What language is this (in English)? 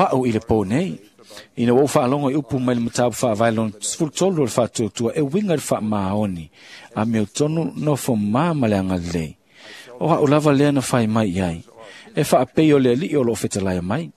Samoan